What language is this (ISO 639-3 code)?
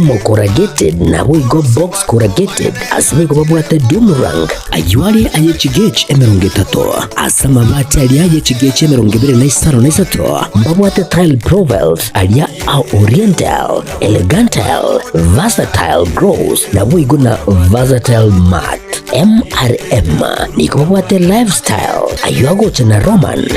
guz